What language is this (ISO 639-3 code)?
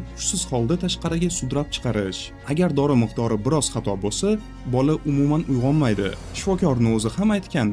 uzb